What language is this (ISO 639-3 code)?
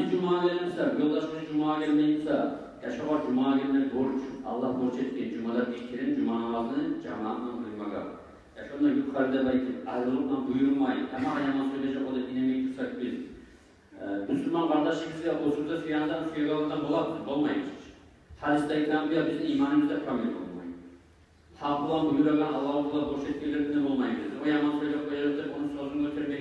kum